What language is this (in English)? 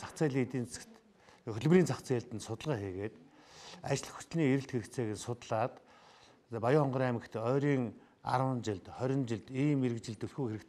Mongolian